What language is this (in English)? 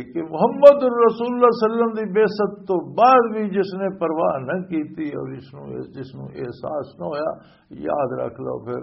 Western Panjabi